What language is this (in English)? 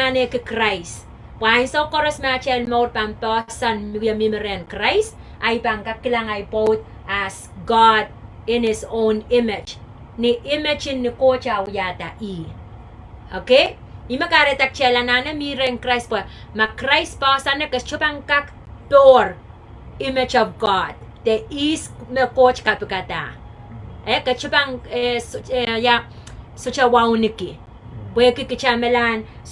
Pohnpeian